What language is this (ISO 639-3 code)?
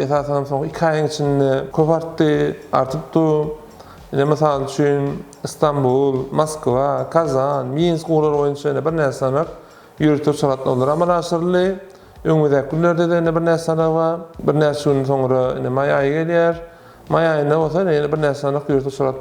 tuk